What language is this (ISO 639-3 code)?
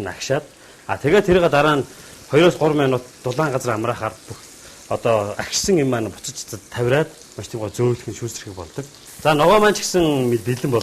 mon